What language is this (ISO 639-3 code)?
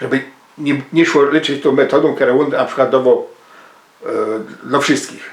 szl